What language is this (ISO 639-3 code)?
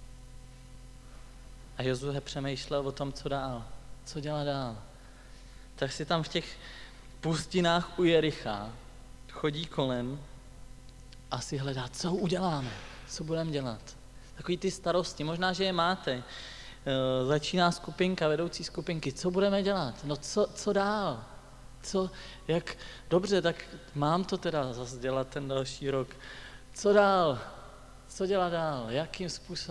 ces